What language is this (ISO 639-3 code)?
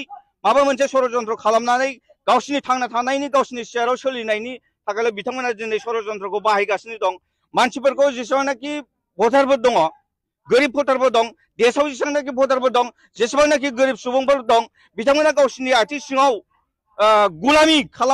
brx